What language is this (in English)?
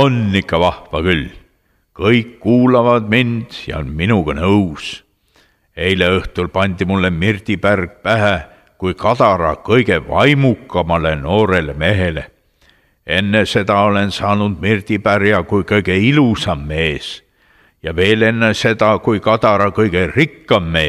Estonian